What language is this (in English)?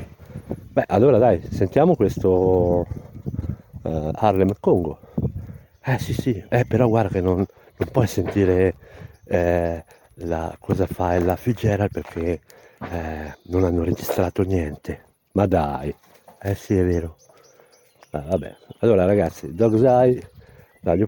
Italian